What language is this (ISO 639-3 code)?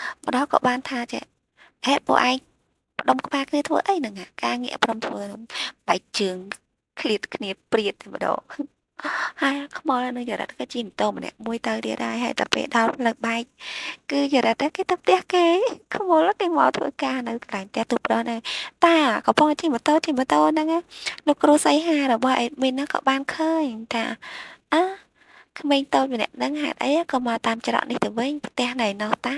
khm